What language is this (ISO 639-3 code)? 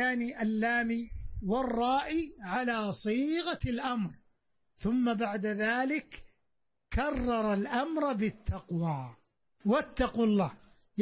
ara